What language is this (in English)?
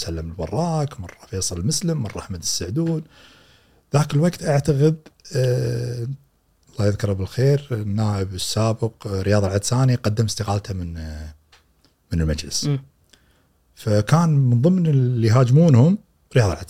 Gulf Arabic